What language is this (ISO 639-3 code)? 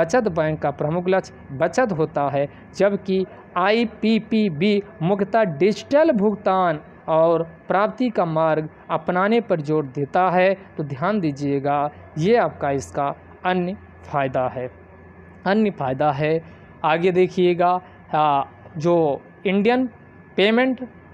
hin